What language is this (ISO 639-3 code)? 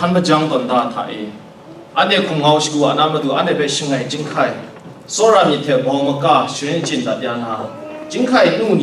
kac